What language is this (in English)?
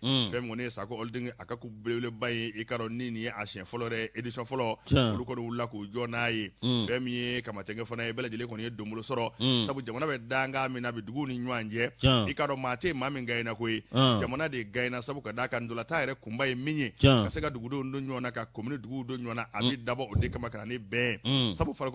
Bambara